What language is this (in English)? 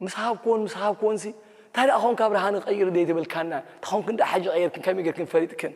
Tigrinya